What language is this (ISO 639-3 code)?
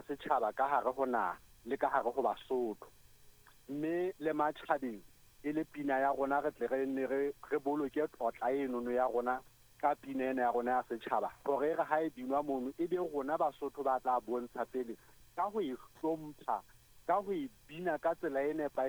sot